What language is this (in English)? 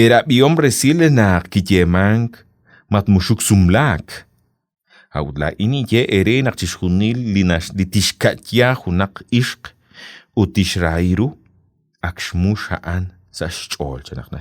Kekchí